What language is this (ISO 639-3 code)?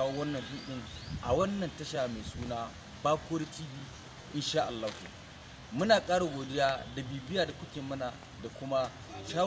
hau